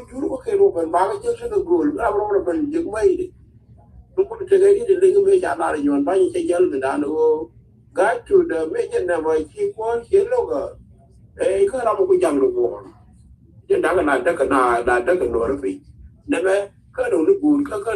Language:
Nuer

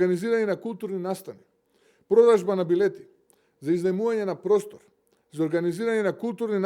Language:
Macedonian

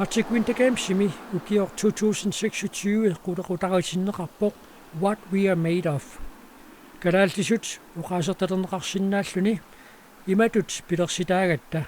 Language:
Kalaallisut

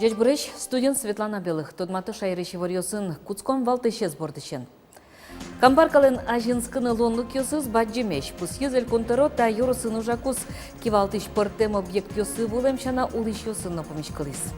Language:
Udmurt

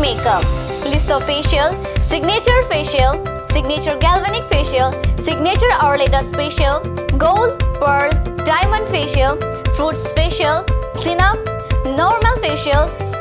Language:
Karbi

